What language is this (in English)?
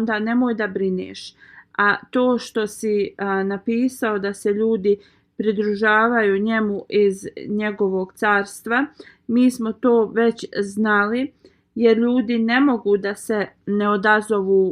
Bosnian